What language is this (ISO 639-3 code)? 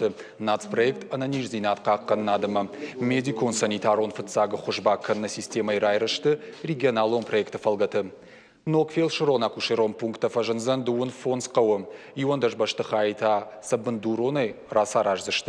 oss